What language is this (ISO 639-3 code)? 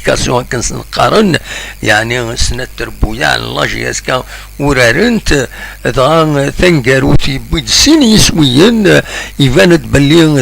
kab